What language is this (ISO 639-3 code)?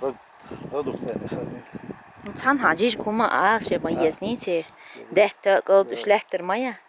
che